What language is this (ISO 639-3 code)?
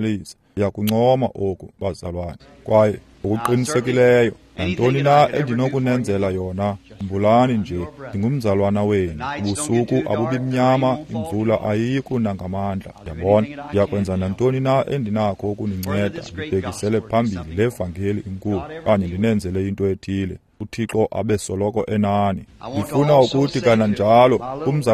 xho